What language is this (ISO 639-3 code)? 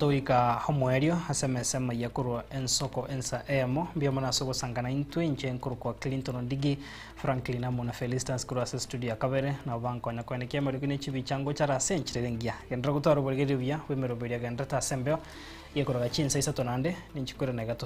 guz